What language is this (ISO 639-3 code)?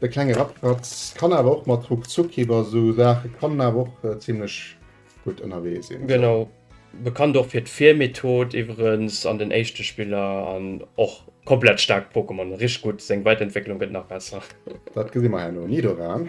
ltz